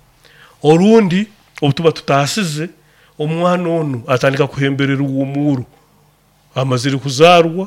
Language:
Nyoro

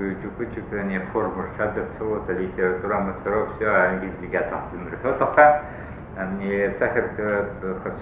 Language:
Abkhazian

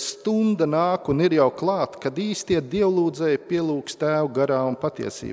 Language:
Latvian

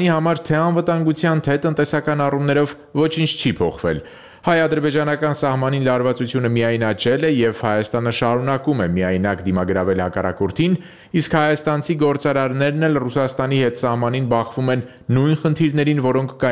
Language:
Armenian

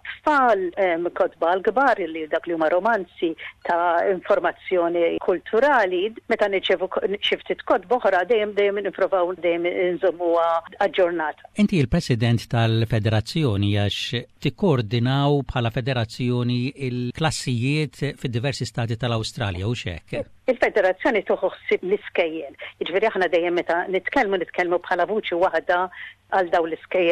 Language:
Maltese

